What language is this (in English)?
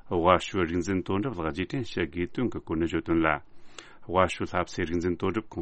Tibetan